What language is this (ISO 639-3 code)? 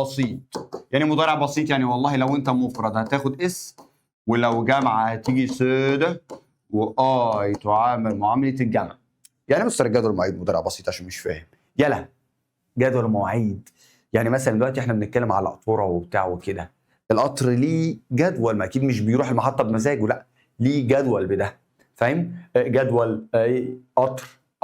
arz